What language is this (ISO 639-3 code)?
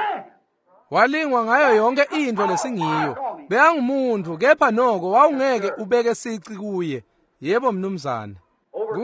ssw